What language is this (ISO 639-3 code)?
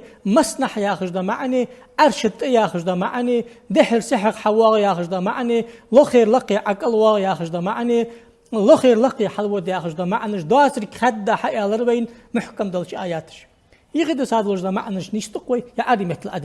inh